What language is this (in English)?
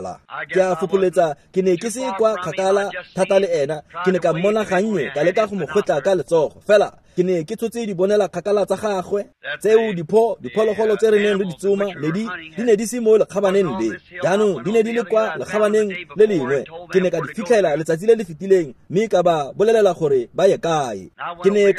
Tswana